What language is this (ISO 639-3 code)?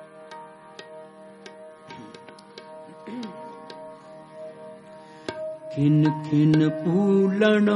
pan